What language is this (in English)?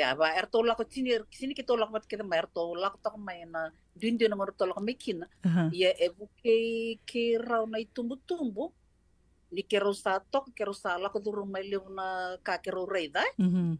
Fijian